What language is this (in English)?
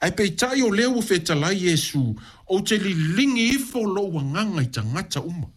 Samoan